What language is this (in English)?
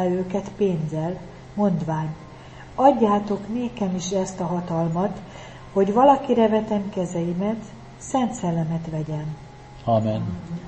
Hungarian